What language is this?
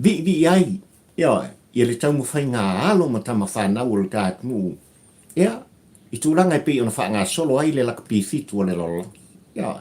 Samoan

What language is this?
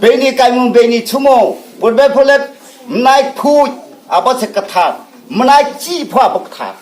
Riang (India)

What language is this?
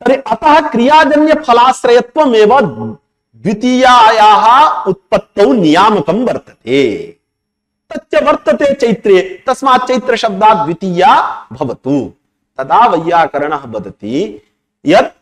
Sanskrit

